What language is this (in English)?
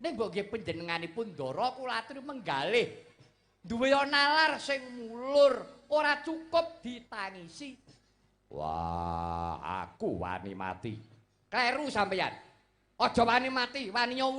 Javanese